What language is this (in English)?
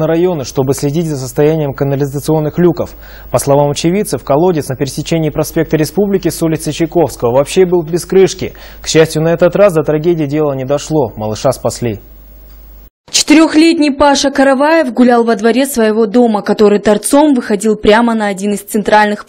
Russian